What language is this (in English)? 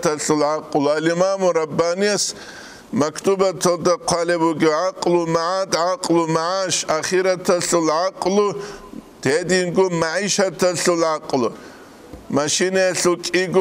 Avaric